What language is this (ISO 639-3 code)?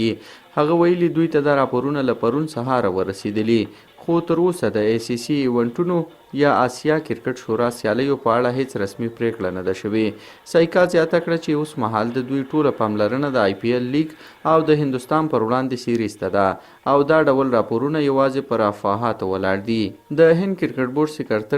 pus